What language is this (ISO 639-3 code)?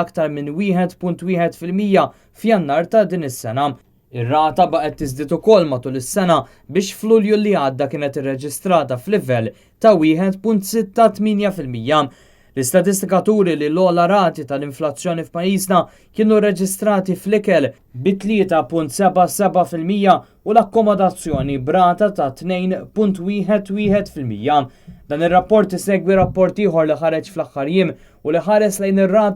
mlt